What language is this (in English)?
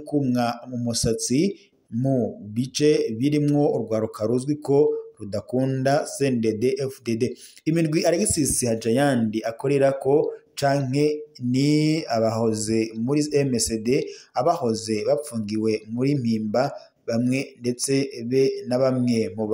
Rundi